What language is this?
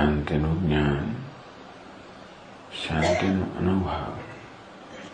Gujarati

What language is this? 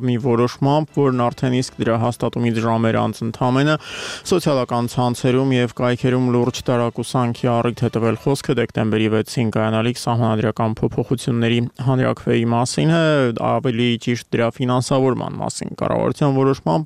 Armenian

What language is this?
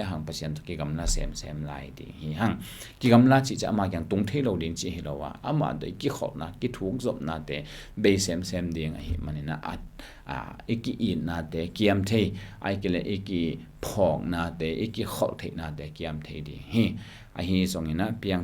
Tedim Chin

